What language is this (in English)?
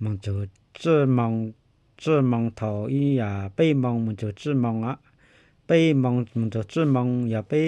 Hmong